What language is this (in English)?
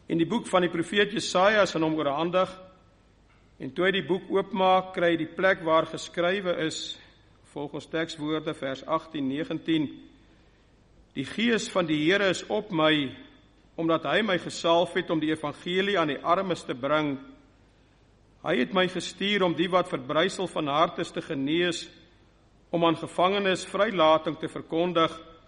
Afrikaans